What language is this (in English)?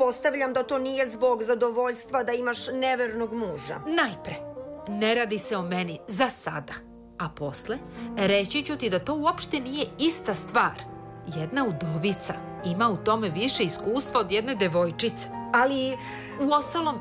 Serbian